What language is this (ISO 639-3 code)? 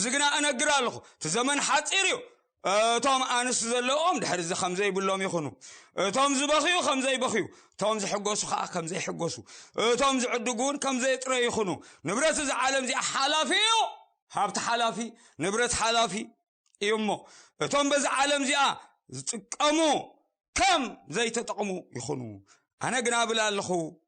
tir